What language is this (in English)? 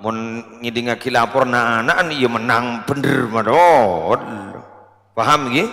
Madurese